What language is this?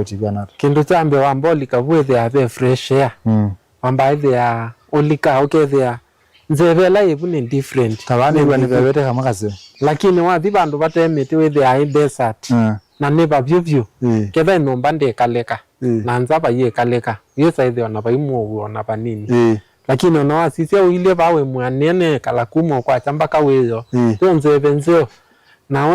Kamba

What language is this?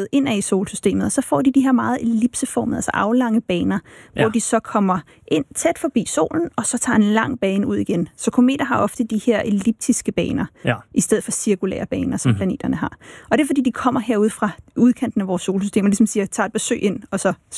Danish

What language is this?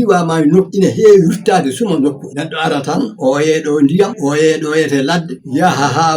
Fula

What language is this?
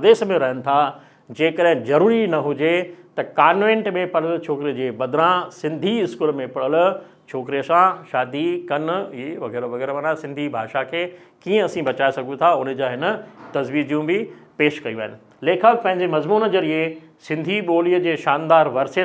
Sindhi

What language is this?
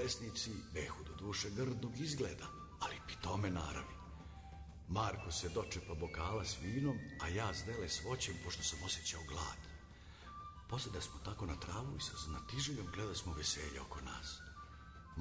Serbian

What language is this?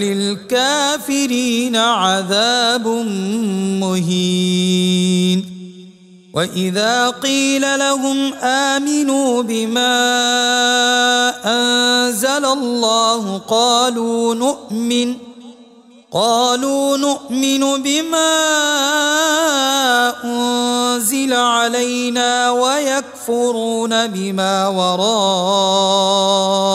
Arabic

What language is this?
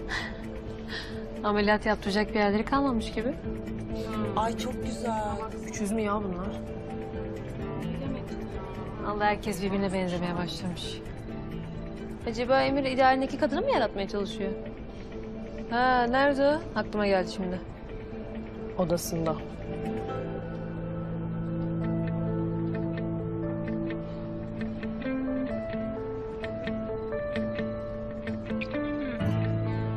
Turkish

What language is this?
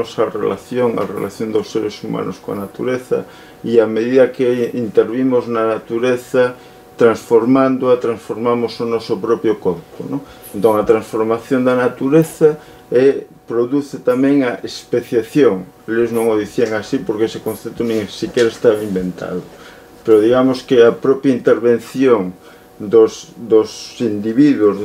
Galician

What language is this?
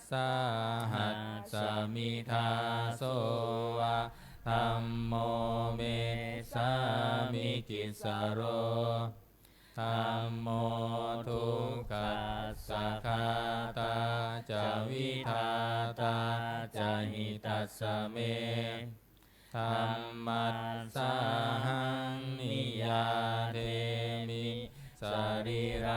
Pali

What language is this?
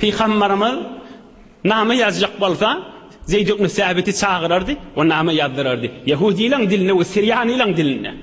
Turkmen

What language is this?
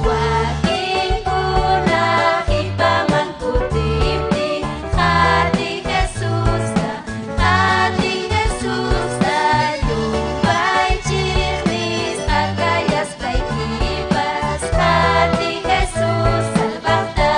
Ayacucho Quechua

